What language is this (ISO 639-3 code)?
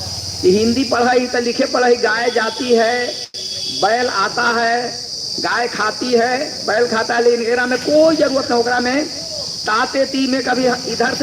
mag